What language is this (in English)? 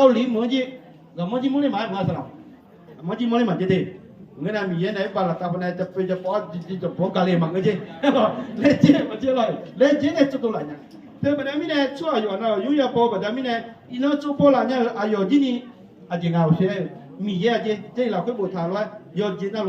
Akha